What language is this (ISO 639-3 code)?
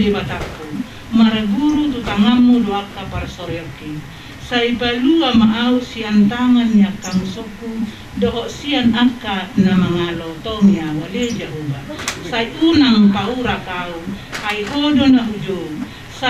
bbc